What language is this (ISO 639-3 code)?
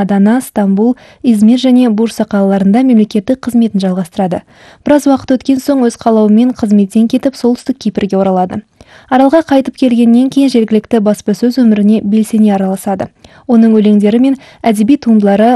kaz